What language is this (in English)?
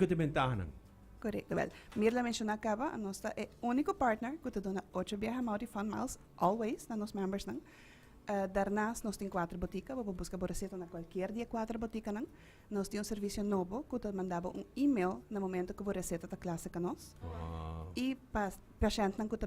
Papiamento